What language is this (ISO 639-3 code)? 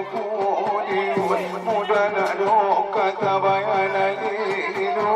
akb